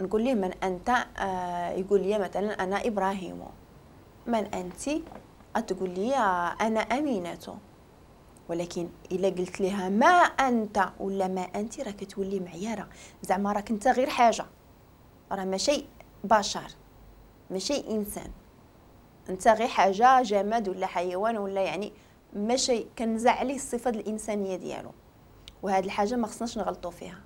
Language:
Moroccan Arabic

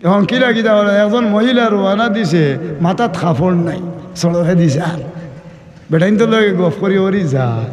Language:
Sylheti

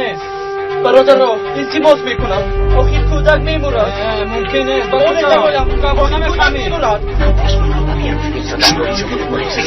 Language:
Tajik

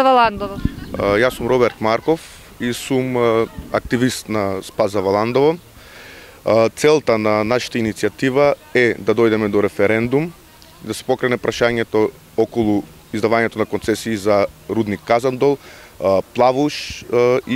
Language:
Macedonian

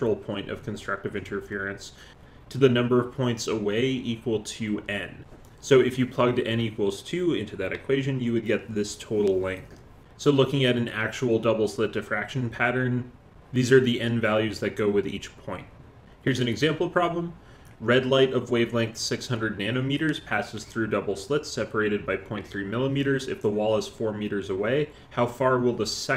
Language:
English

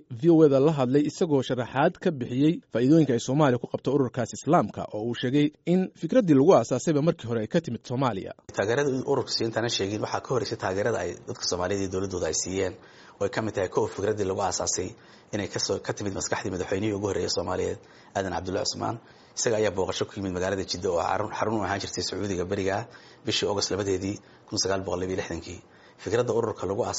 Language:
Somali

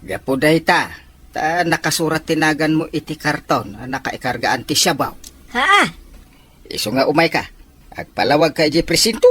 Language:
Iloko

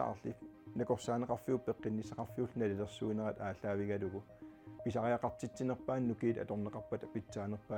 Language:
Kalaallisut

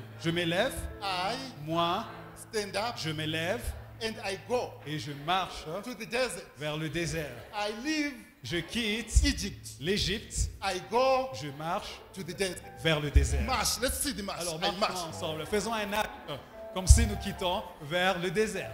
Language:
French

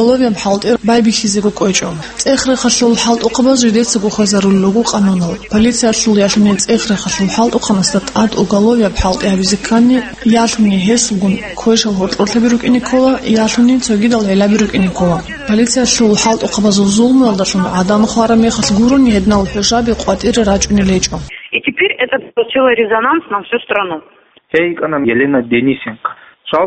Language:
Avaric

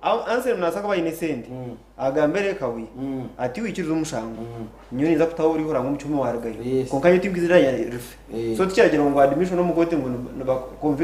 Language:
Nyankole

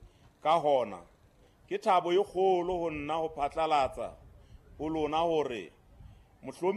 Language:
Southern Sotho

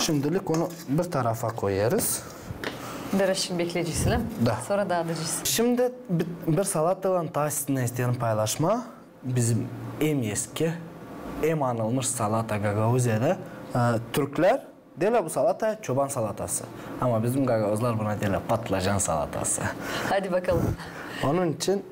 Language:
Gagauz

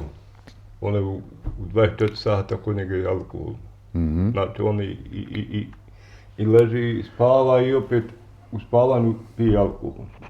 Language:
Bosnian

